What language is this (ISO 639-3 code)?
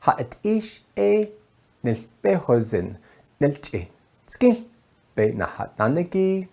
nav